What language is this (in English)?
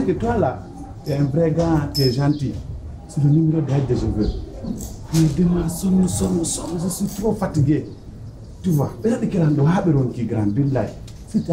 Pular